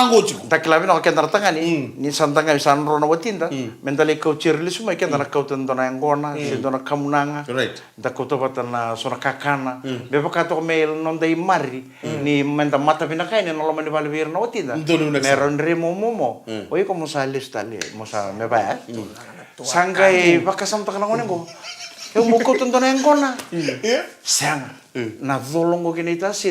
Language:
Fijian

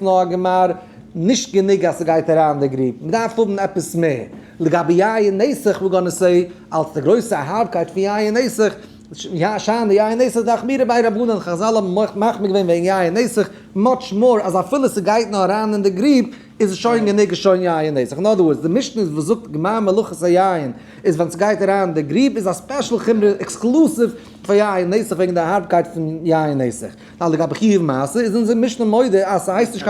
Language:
Yiddish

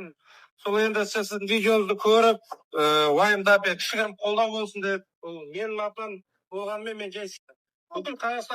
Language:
Kazakh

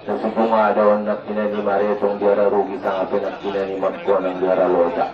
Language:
Batak Angkola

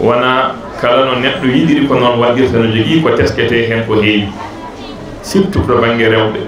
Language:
Fula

